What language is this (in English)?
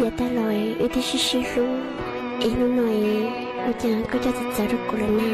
Hmong